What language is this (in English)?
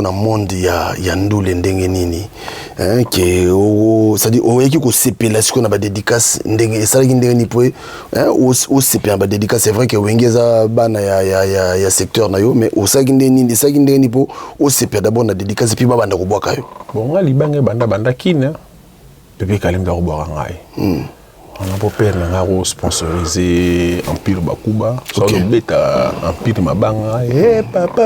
Lingala